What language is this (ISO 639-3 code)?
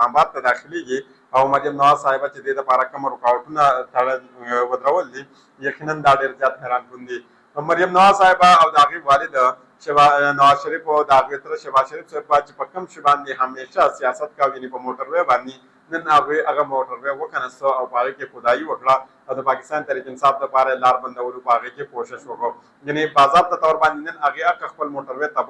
pus